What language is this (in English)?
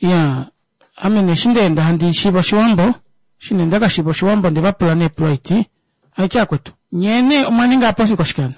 Kuanyama